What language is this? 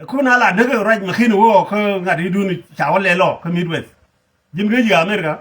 Nuer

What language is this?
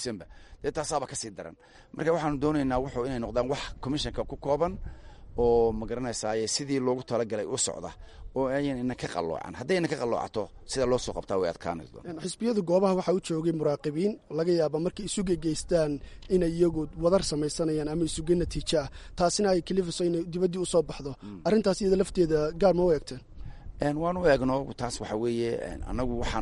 Somali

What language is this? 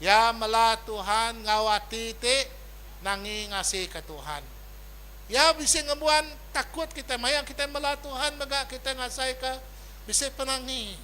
Iban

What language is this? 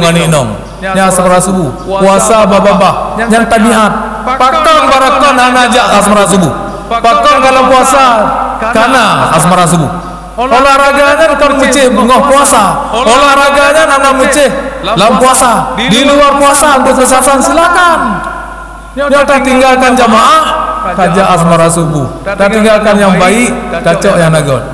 Achinese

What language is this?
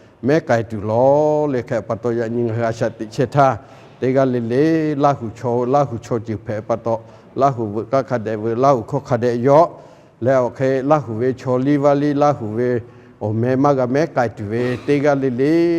Lahu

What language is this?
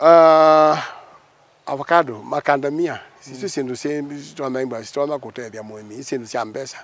Kamba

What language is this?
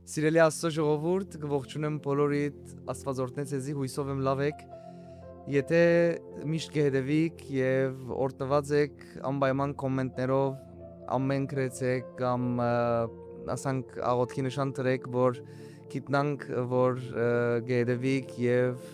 Western Armenian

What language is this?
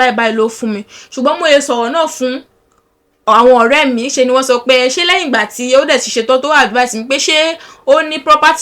Yoruba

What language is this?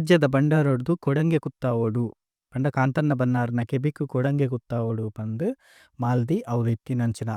Tulu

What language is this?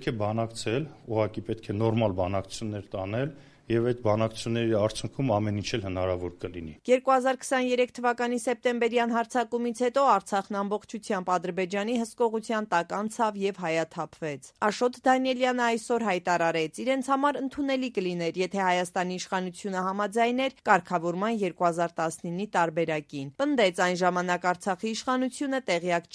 Armenian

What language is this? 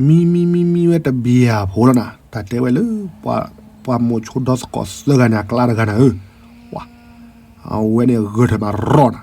S'gaw Karen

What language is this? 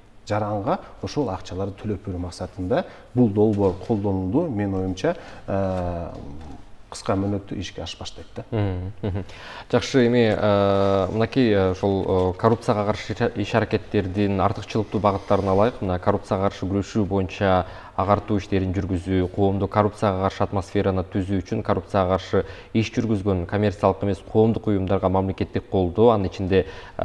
Kyrgyz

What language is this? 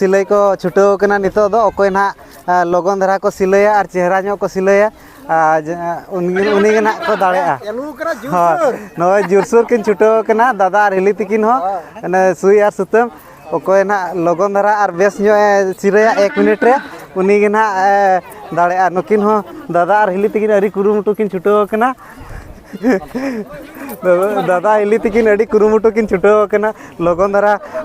Santali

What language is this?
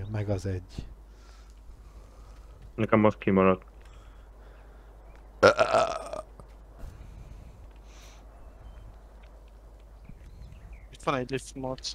Hungarian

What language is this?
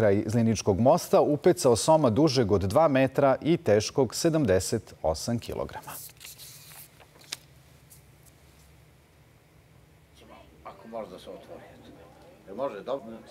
Serbian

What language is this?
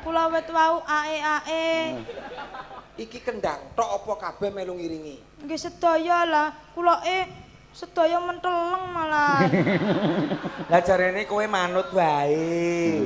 Javanese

